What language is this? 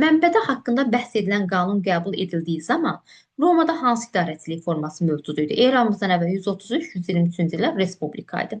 Azerbaijani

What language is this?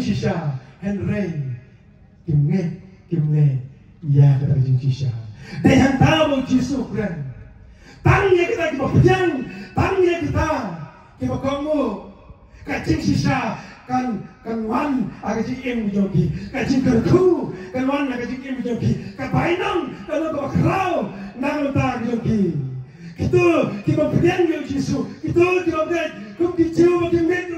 Khasi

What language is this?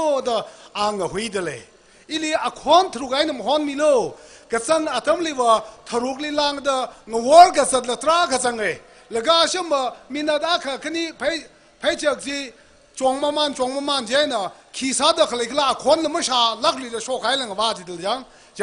Tangkhul Naga (India)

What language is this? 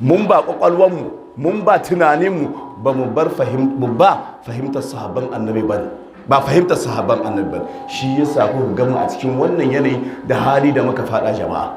Hausa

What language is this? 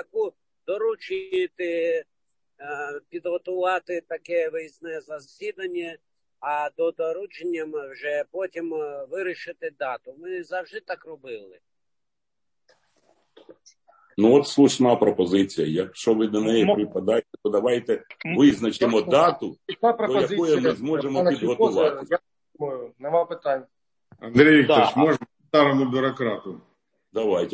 Ukrainian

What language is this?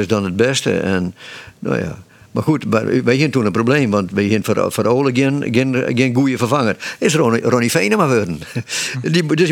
Western Frisian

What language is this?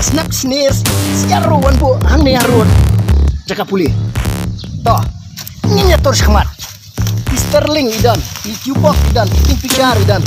Khasi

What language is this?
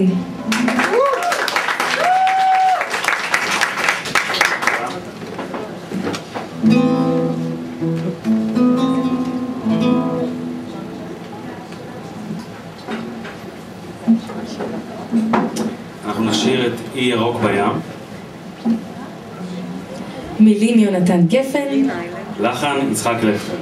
Hebrew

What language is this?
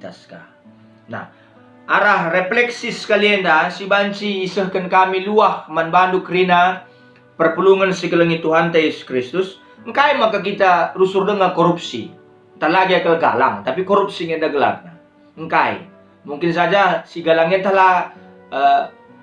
Batak Karo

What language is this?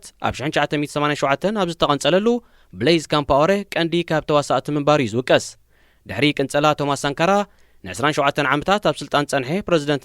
Tigrinya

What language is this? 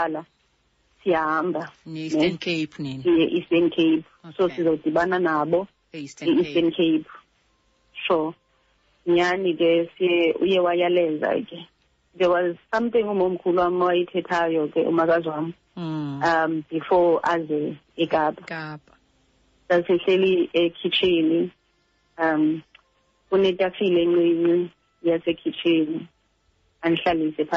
Xhosa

